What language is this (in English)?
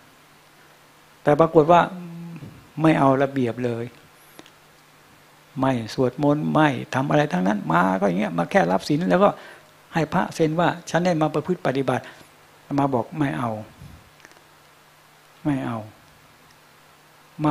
Thai